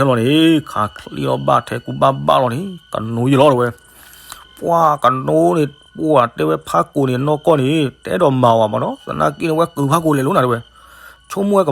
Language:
S'gaw Karen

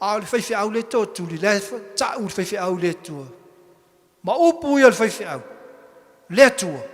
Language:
Samoan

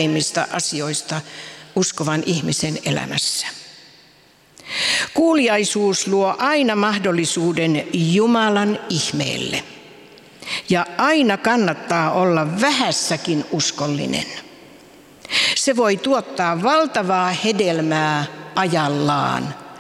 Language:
Finnish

